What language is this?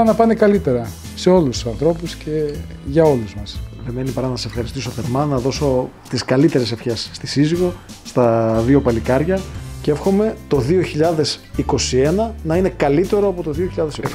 Greek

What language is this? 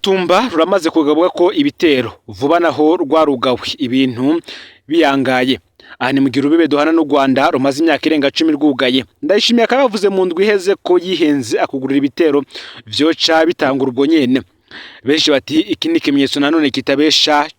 Rundi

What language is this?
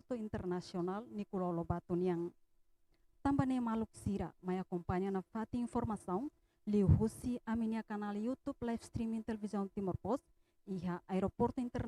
Tetum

